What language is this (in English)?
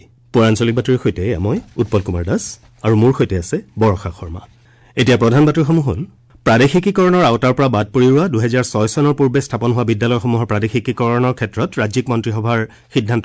Assamese